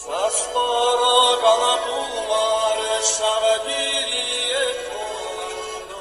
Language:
Chuvash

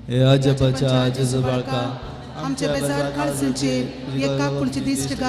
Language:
Konkani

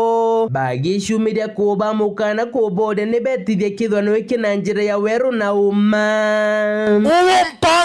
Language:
Meru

